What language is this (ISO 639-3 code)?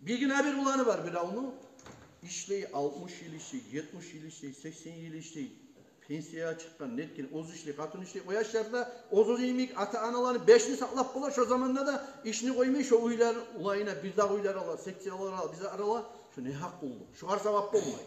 kum